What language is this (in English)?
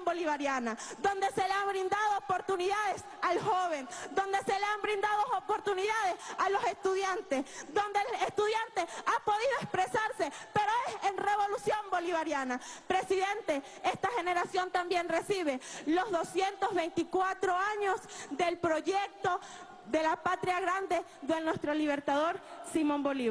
Spanish